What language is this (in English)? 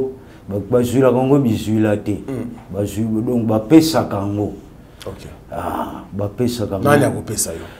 Lingala